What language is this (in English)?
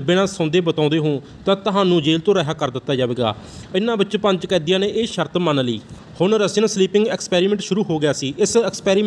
Punjabi